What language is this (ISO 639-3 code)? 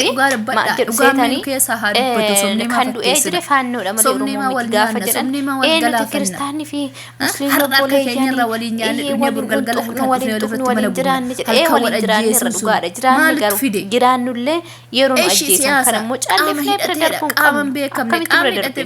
orm